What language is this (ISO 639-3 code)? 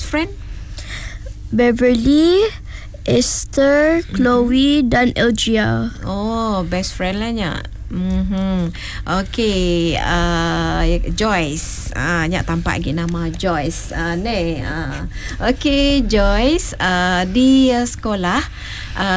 msa